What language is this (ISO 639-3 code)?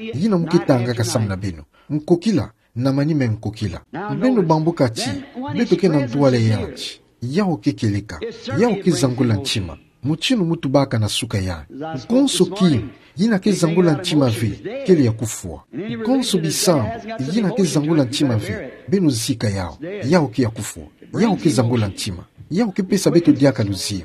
ktu